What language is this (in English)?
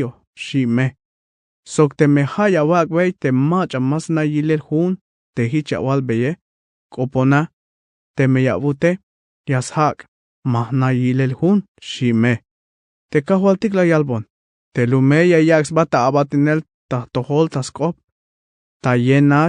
Tzeltal